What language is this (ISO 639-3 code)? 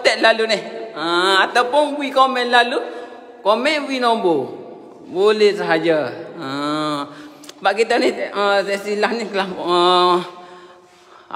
msa